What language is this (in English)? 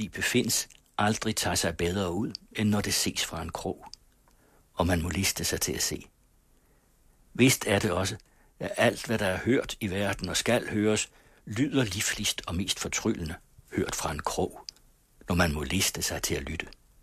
Danish